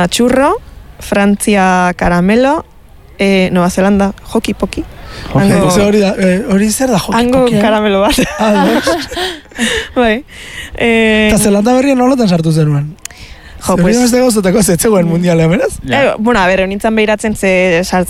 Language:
Basque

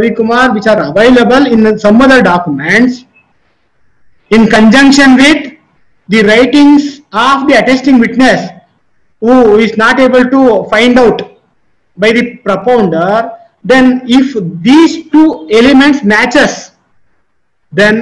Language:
Kannada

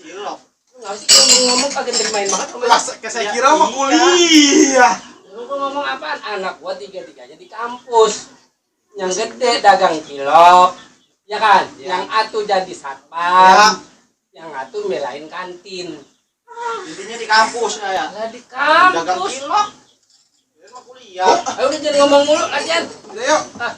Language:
Betawi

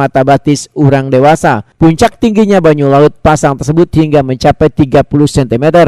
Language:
Banjar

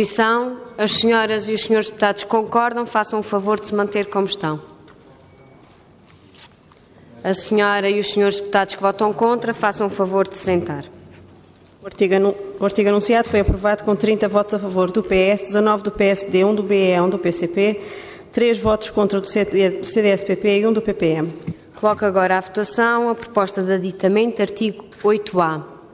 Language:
Portuguese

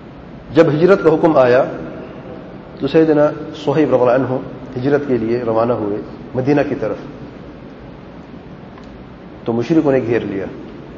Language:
Urdu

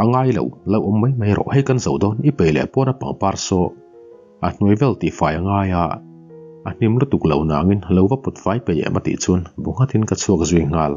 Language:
Mizo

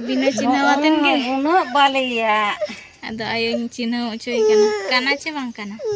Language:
Santali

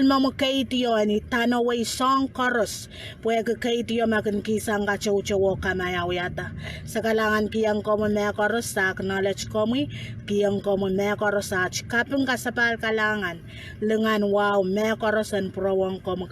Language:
Pohnpeian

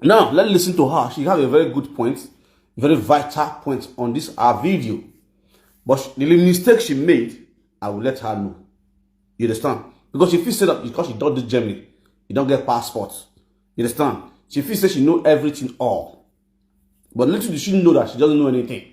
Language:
Nigerian Pidgin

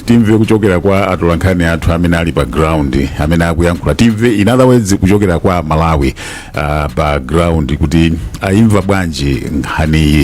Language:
Nyanja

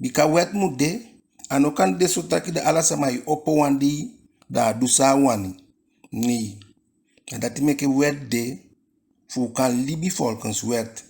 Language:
Eastern Maroon Creole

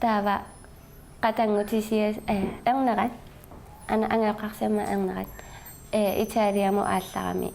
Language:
Kalaallisut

